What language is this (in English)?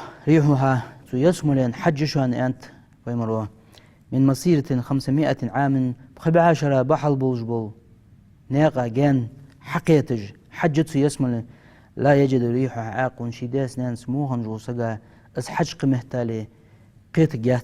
Ingush